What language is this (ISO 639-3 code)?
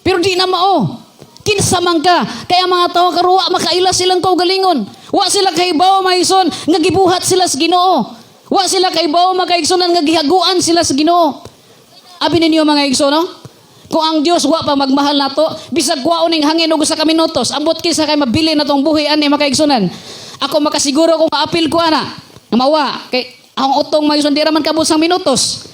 ceb